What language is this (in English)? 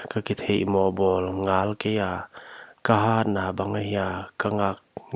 Paite Chin